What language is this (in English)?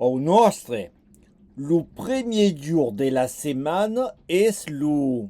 Occitan